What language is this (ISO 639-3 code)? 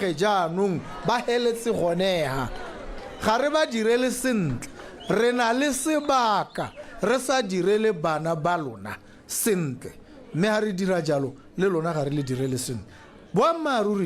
tsn